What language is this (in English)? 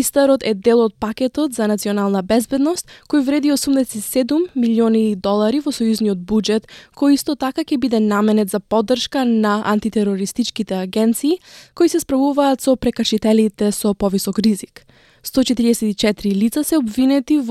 Macedonian